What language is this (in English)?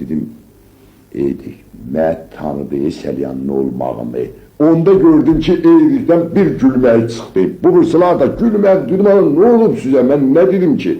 Azerbaijani